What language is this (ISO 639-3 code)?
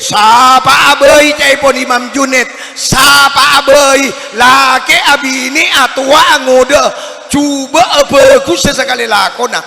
mad